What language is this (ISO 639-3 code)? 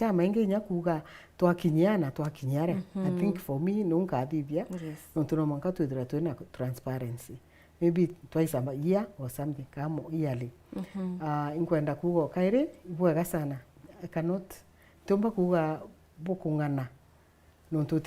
mer